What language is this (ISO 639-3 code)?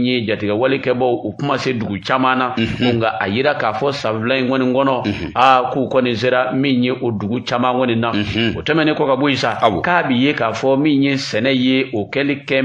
bam